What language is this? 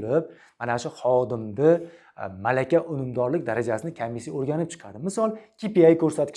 Uzbek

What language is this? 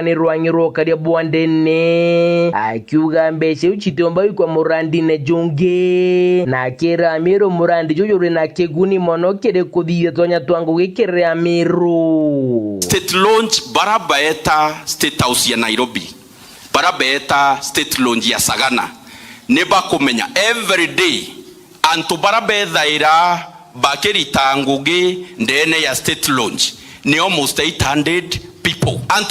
Meru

